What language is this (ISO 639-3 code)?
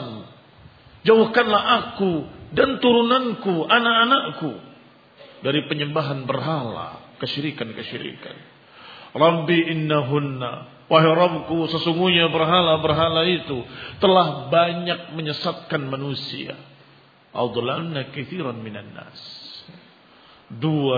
ind